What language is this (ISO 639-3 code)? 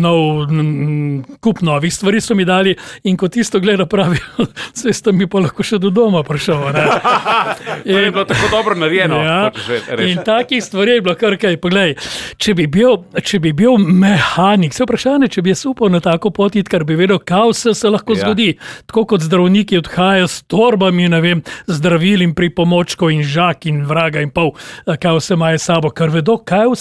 slv